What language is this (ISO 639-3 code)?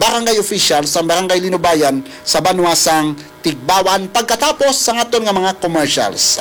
hil